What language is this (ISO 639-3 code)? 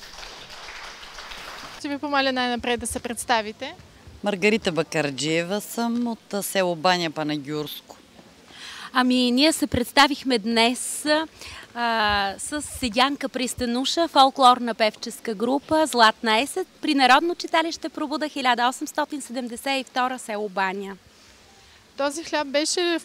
bul